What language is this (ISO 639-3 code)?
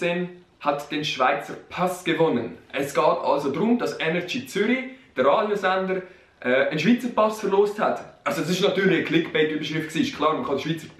gsw